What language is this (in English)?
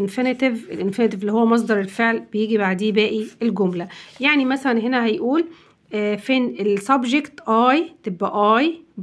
Egyptian Arabic